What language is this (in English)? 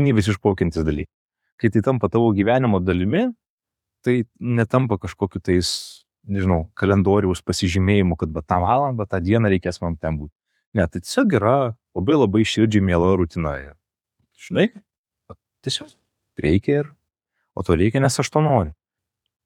Lithuanian